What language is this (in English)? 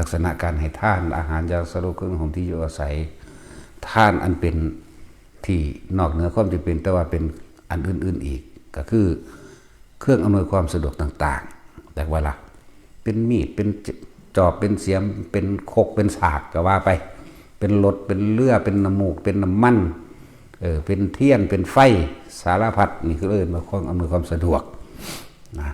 Northeastern Thai